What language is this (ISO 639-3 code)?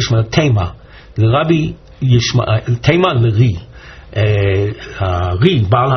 heb